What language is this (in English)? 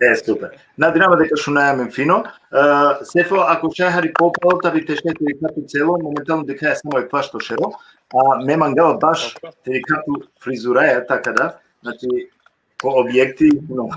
Balkan Romani